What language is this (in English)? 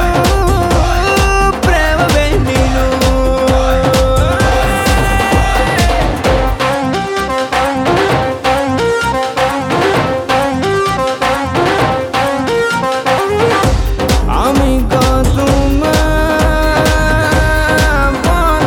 Kannada